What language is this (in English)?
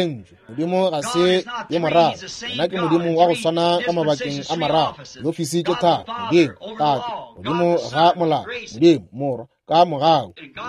Northern Sotho